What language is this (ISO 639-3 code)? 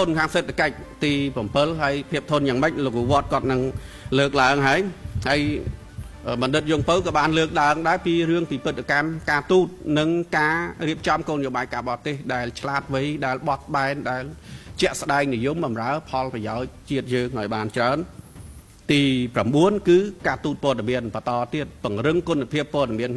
khm